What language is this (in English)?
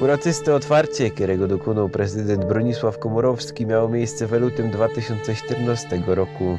Silesian